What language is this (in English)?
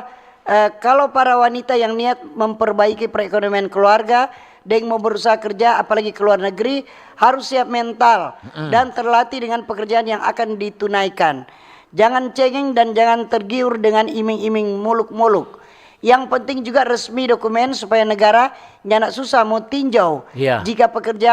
Manado Malay